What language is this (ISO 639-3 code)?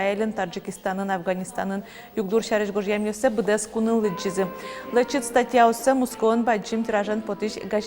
udm